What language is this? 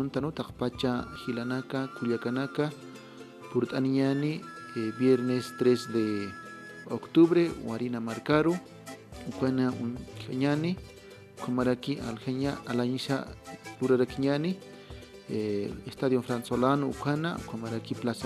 Aymara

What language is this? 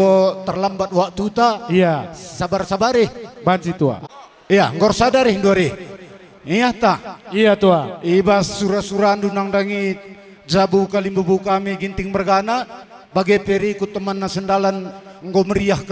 Batak Karo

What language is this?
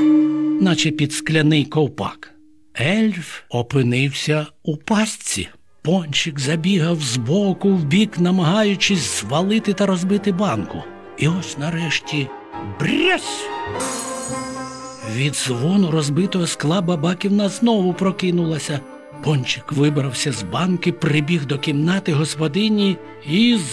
Ukrainian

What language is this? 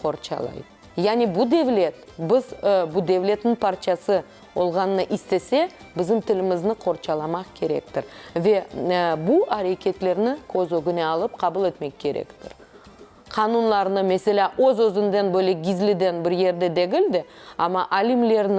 Crimean Tatar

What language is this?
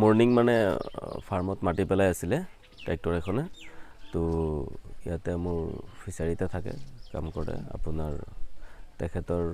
Assamese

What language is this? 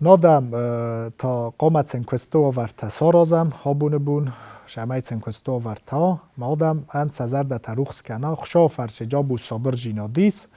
Ossetic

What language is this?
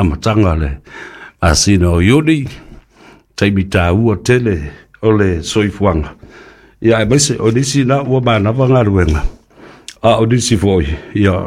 Samoan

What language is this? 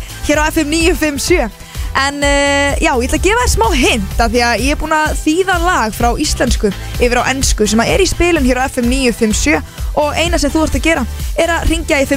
Icelandic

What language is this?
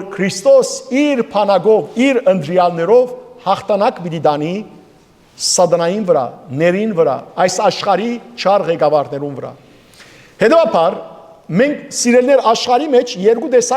Western Armenian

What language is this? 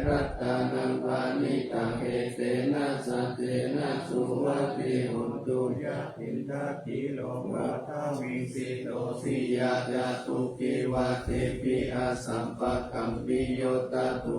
Pali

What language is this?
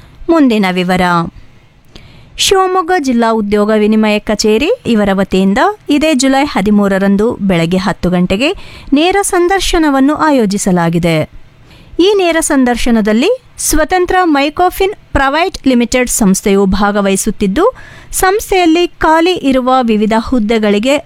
Kannada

